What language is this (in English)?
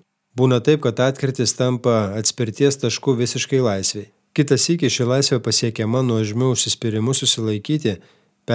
Lithuanian